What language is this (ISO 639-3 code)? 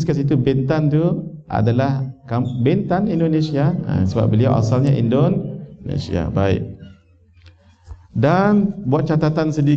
msa